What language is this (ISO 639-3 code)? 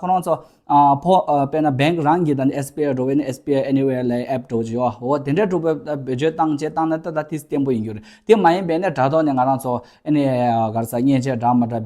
bod